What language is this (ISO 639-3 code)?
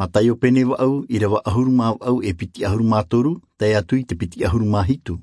tah